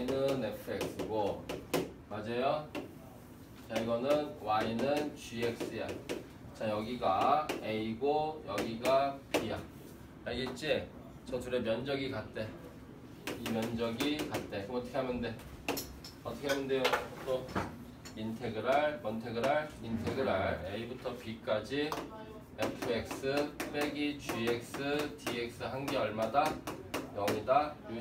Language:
Korean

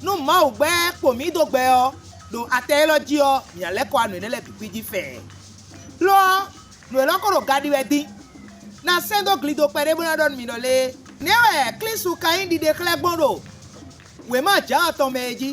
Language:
Fon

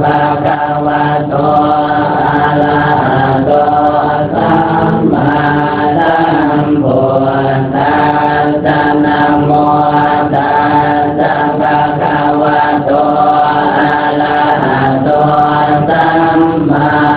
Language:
Pali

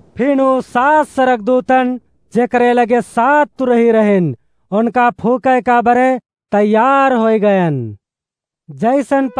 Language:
Awadhi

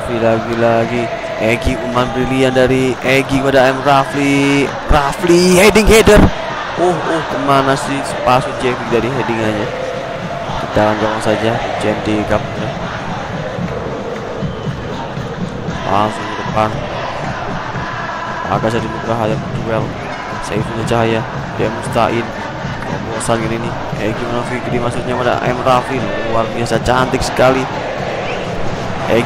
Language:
Indonesian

